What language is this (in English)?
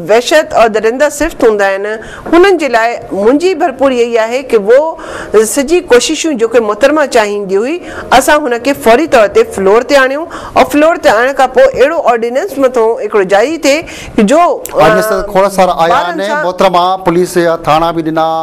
Sindhi